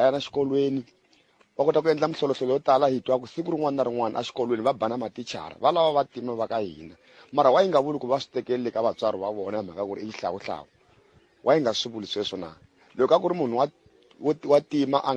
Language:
Tsonga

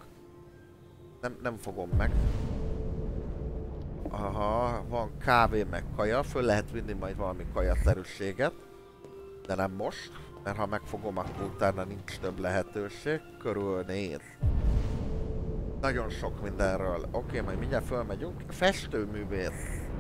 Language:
Hungarian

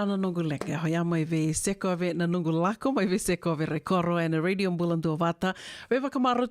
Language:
Fijian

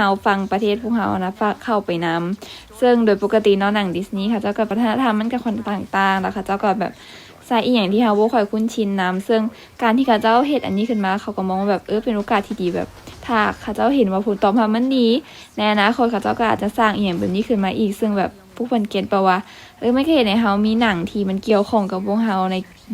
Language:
Lao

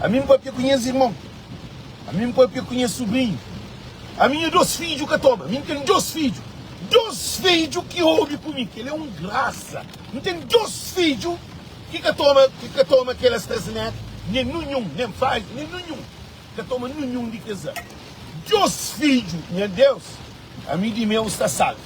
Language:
Kabuverdianu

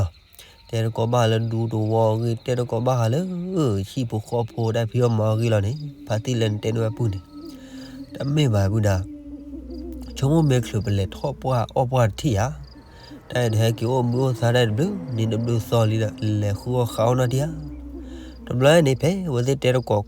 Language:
S'gaw Karen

